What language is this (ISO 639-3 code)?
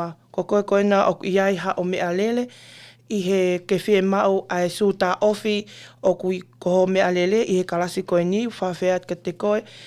ton